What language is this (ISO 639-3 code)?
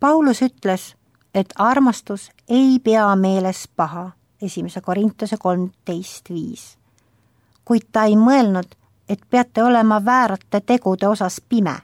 est